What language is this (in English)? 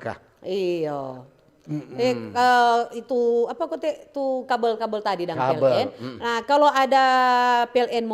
Manado Malay